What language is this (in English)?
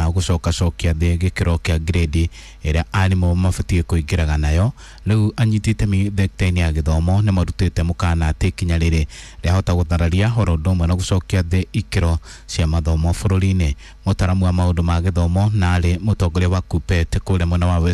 Kikuyu